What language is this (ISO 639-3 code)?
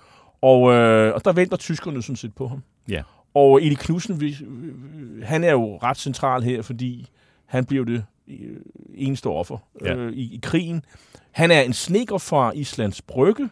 dan